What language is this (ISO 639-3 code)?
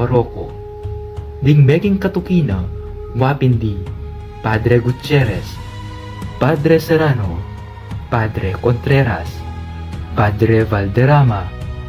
pam